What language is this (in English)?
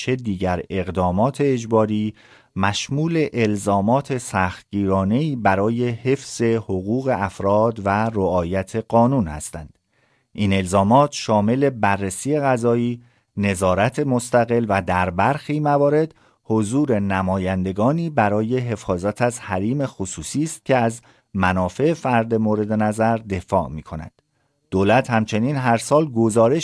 Persian